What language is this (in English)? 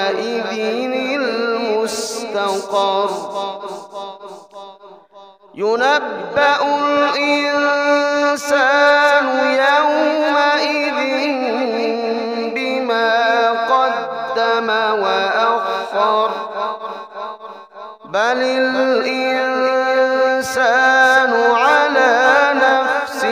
Arabic